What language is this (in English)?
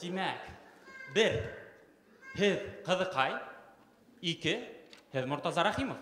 Bashkir